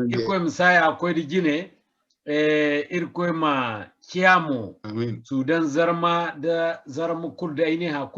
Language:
Zarma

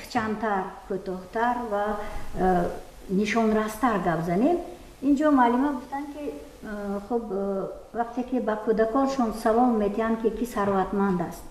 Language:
Tajik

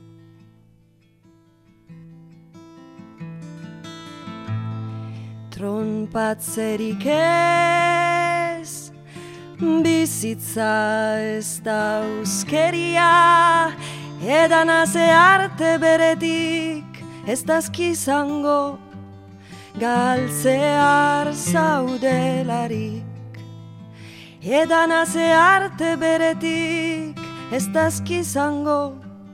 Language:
Basque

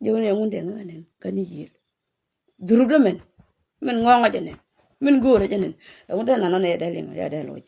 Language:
Nuer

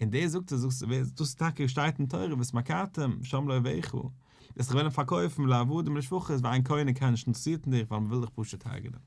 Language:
Yiddish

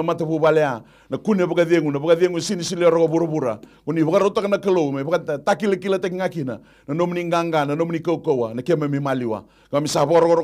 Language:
Fijian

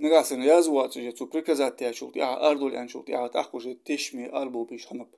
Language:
Ingush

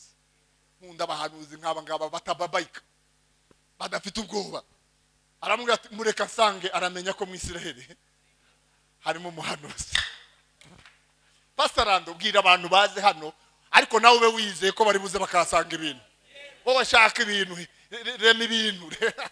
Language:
Kinyarwanda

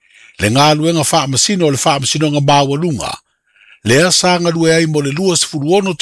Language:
Samoan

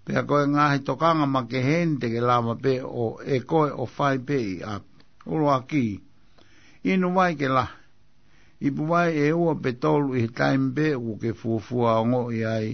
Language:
Tongan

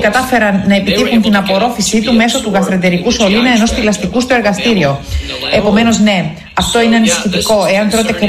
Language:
Greek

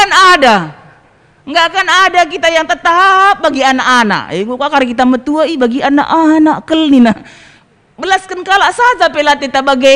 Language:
Batak Karo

